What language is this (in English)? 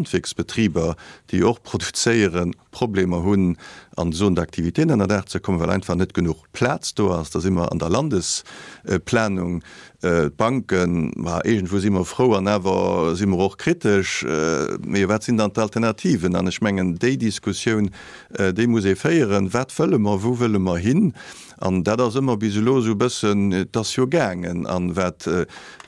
Luxembourgish